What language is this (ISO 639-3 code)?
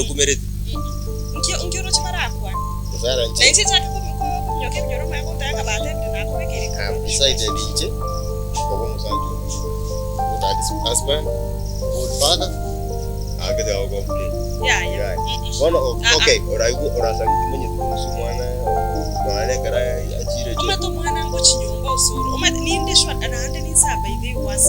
guz